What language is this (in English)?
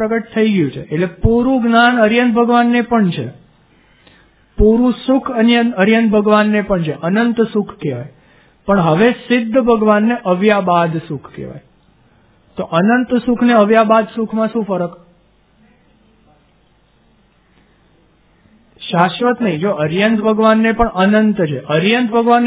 Gujarati